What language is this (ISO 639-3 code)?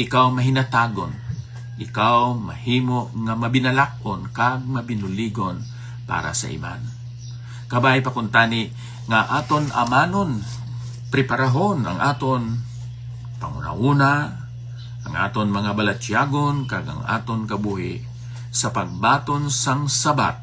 hil